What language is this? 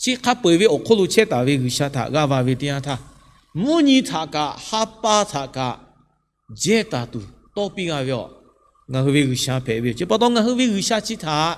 Lahu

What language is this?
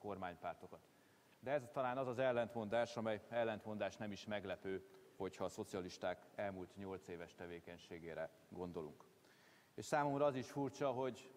Hungarian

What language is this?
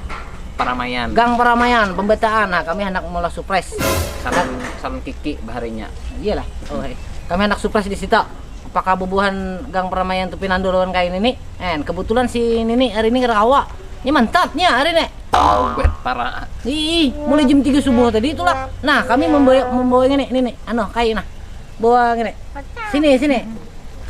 Banjar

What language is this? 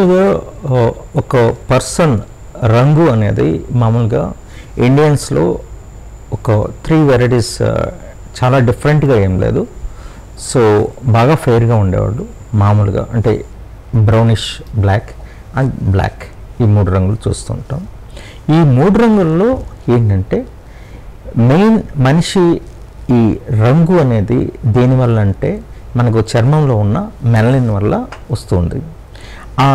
Telugu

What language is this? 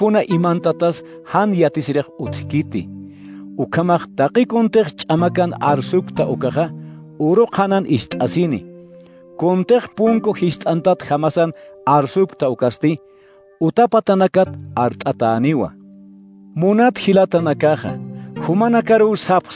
Aymara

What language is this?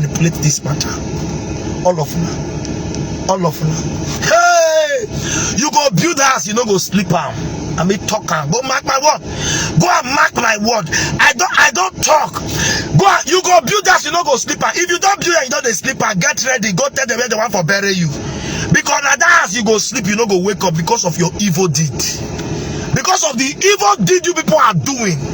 Nigerian Pidgin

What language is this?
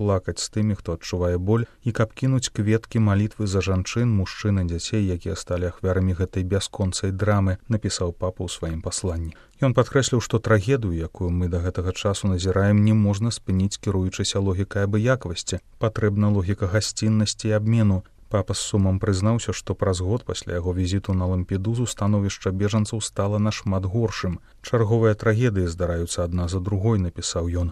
Belarusian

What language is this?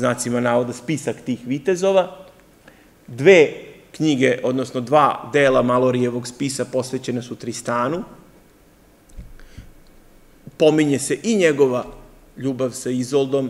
Serbian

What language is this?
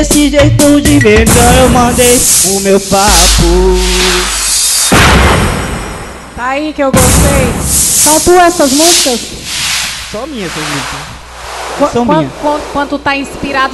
Portuguese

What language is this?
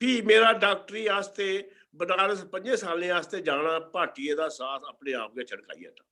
Dogri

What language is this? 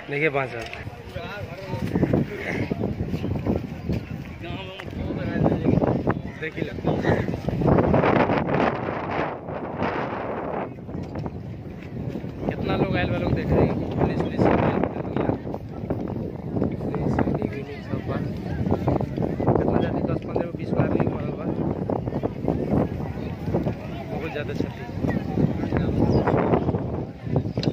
Bhojpuri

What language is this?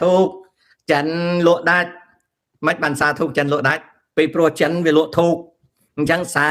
Khmer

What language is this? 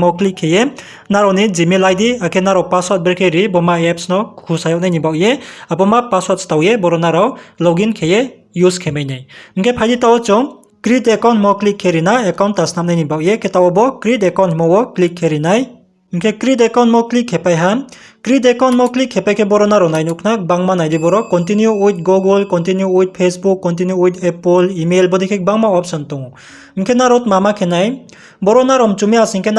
Riang (India)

